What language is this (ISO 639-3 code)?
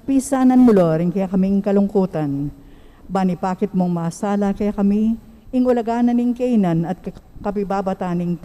pam